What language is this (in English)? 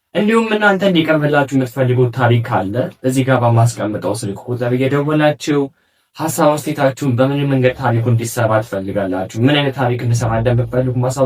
Amharic